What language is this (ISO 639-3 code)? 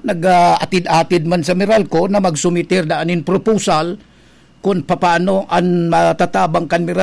bik